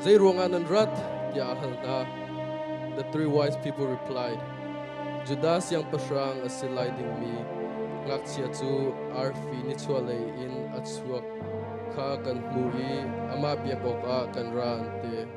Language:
Hakha Chin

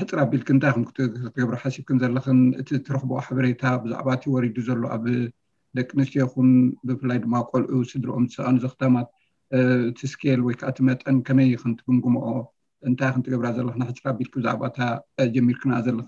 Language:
Tigrinya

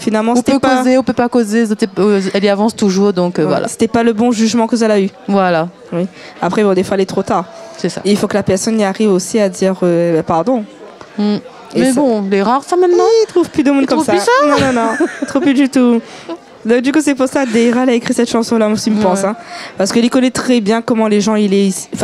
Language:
Réunion Creole French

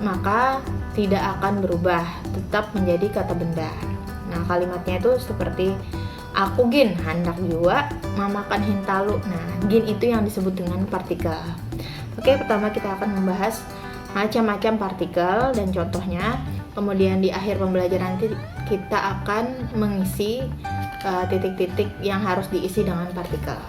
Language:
Banjar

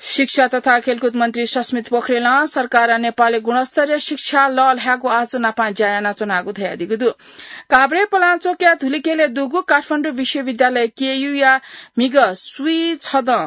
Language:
Newari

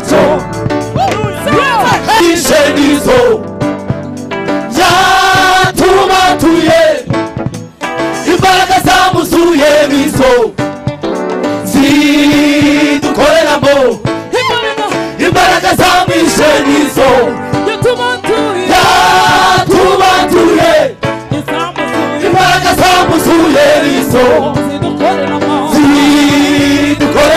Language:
Kinyarwanda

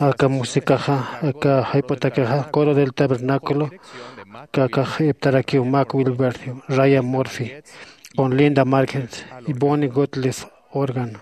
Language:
Aymara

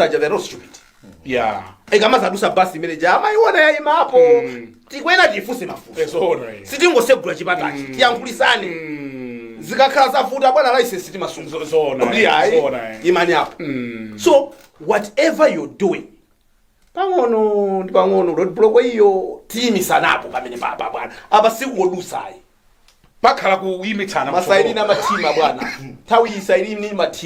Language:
Nyanja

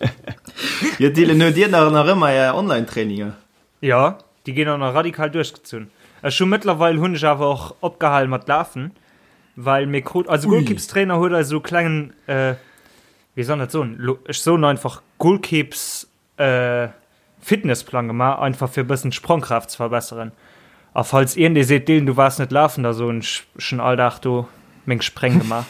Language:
Luxembourgish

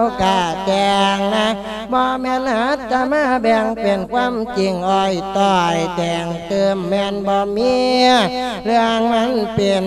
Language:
Lao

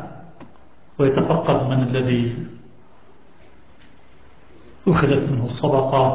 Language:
Arabic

